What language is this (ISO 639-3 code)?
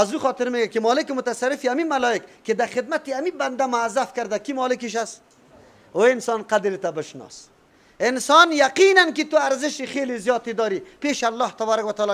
fas